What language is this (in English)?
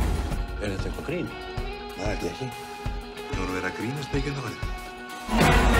Icelandic